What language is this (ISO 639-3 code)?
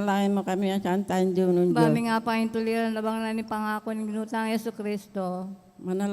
pam